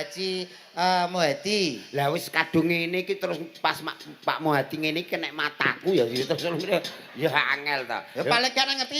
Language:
Javanese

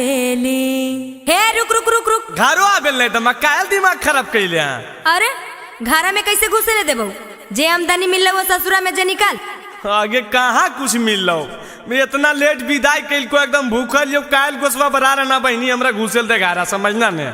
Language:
Magahi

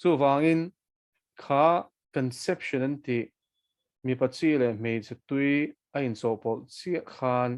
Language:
Mizo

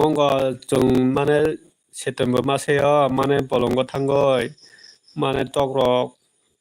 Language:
Kok Borok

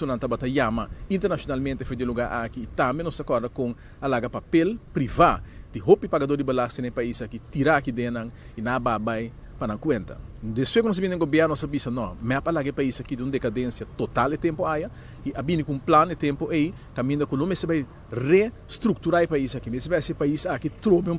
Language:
Papiamento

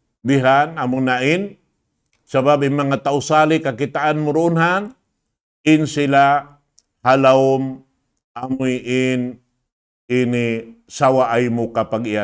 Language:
Tausug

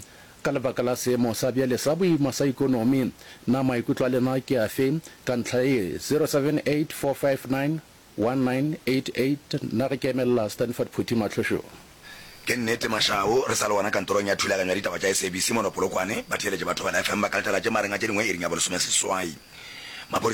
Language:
Northern Sotho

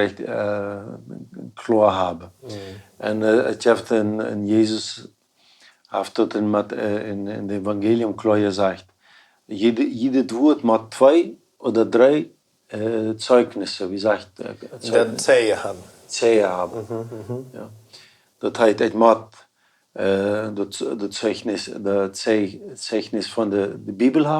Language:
Plautdietsch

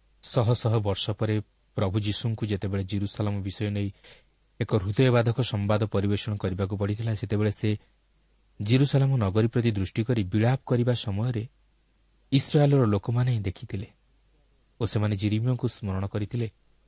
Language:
Odia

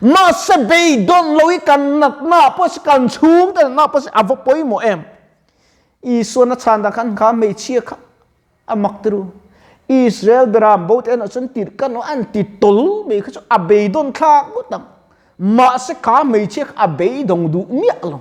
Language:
Mizo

